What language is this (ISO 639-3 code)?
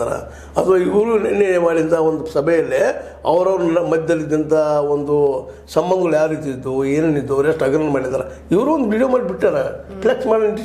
kan